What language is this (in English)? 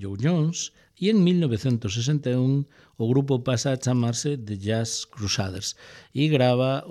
Galician